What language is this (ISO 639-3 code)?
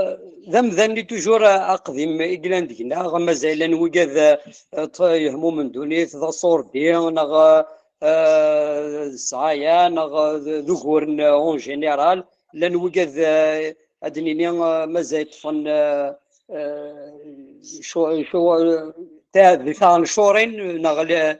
kab